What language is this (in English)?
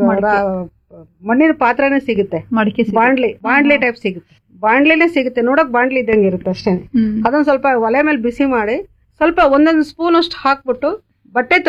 Kannada